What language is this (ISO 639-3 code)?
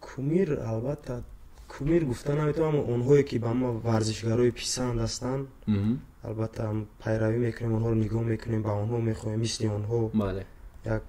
tgk